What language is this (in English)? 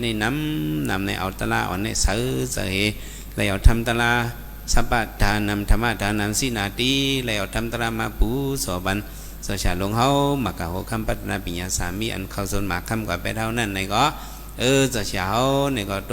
Shan